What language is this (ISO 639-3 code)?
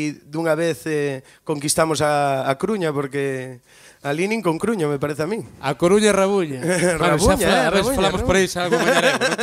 glg